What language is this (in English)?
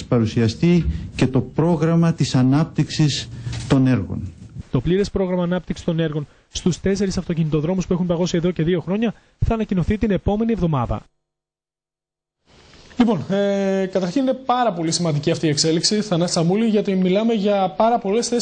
Greek